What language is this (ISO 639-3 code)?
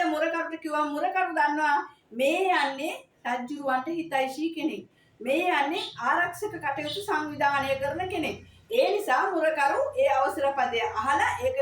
sin